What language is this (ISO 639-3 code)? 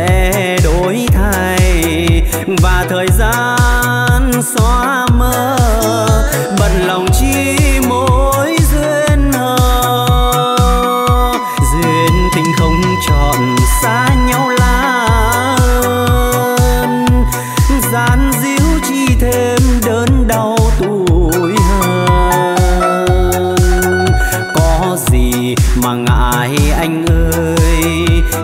vie